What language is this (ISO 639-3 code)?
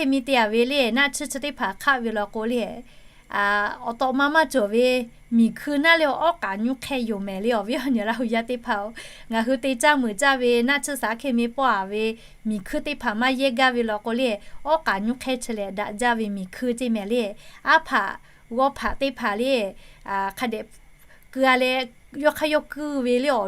lhu